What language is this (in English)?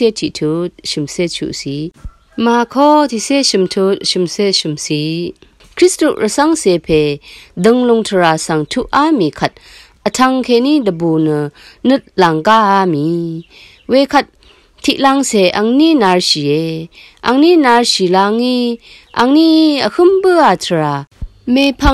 Rawang